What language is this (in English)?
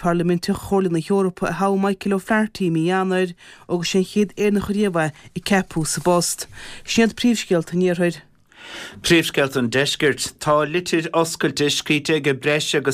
Irish